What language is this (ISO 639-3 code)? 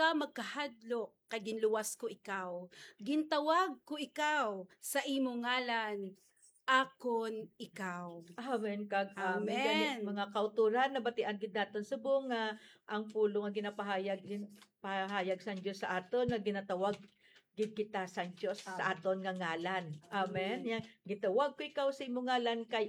hil